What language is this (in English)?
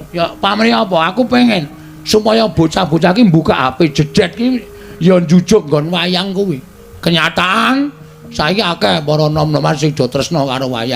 Javanese